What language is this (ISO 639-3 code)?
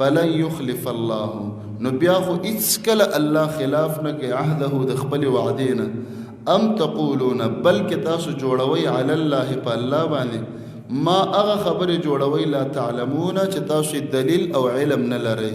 pus